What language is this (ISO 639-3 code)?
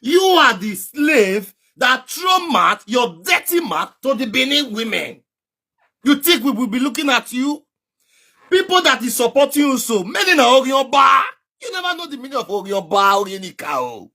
pcm